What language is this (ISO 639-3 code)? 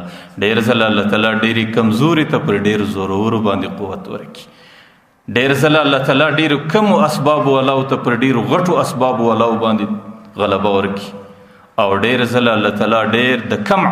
pus